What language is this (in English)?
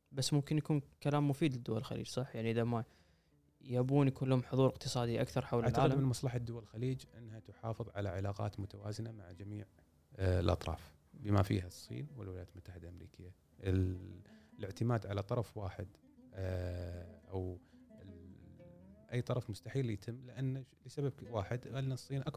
Gulf Arabic